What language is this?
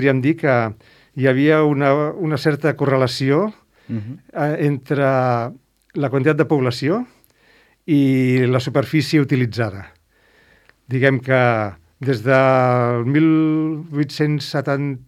Catalan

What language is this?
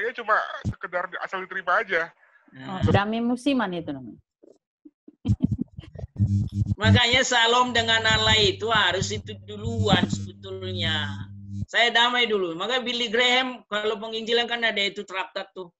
Indonesian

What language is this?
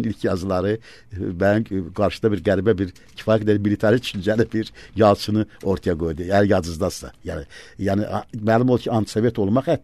Azerbaijani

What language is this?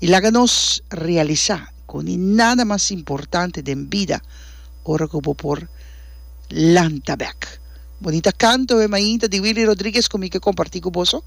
Papiamento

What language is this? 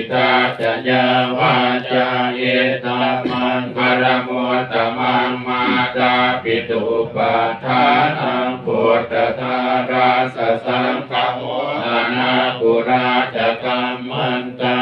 Pali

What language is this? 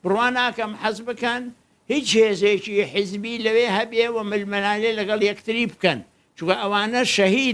Central Kurdish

